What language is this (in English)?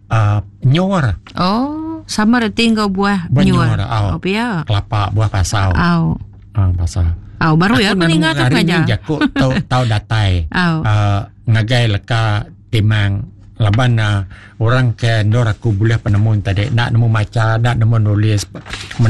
Iban